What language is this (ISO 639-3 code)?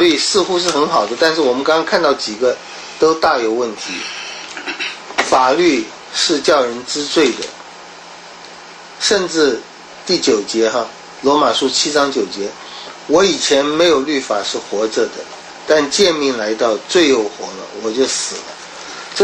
zho